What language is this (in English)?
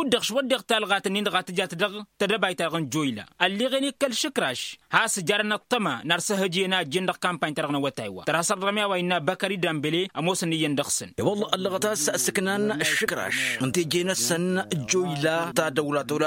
Tamasheq